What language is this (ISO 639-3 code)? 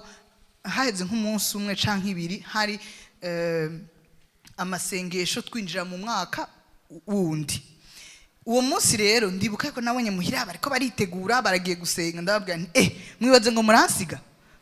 run